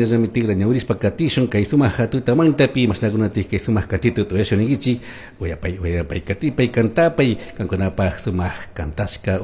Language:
Chimborazo Highland Quichua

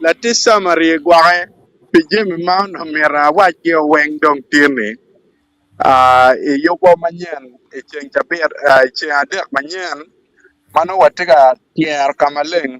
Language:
Acoli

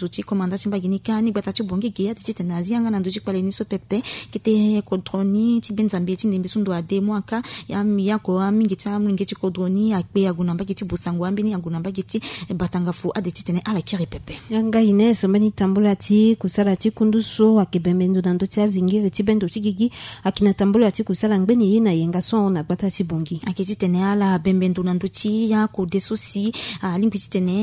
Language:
Sango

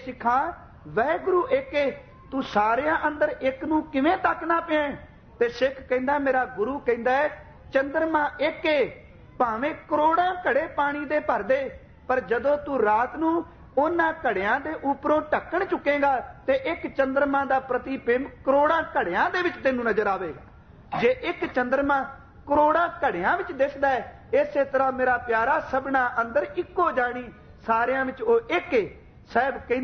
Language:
Punjabi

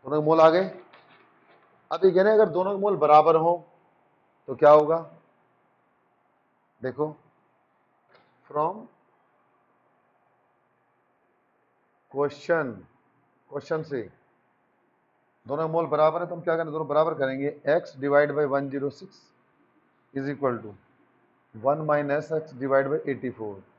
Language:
Hindi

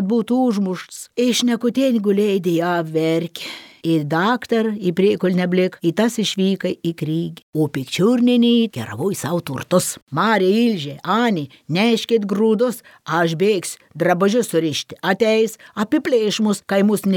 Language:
Lithuanian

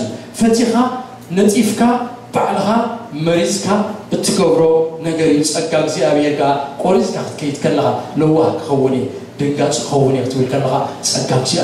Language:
Tigrinya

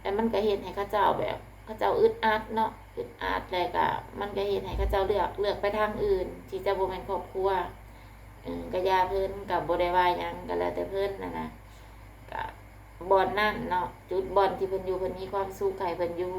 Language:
Lao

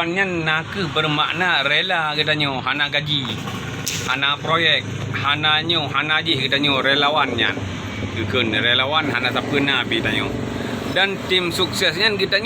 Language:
Achinese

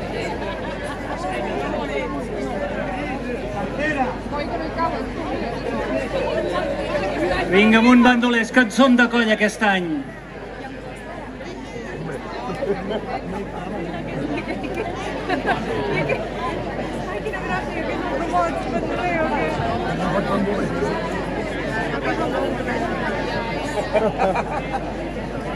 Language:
Catalan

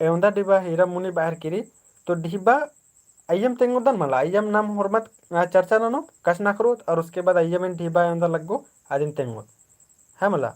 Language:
Kurukh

